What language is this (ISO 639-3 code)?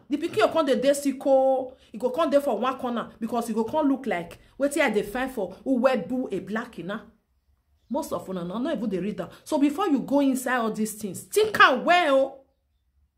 pcm